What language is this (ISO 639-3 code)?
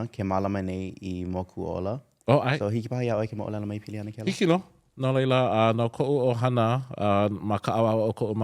haw